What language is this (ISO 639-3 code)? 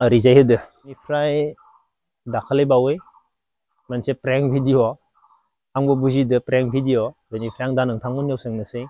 brx